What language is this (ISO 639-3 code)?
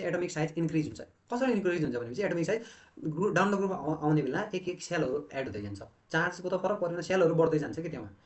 nep